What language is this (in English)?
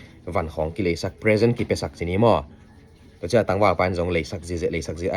Tedim Chin